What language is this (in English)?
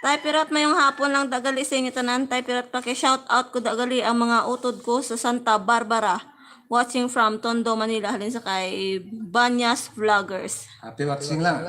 Hiligaynon